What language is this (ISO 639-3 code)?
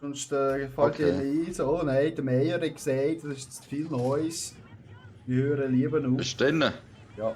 gsw